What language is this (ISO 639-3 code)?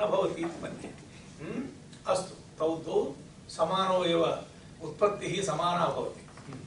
san